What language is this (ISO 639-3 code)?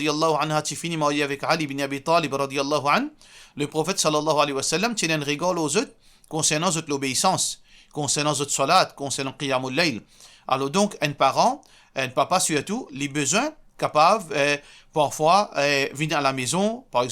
mfe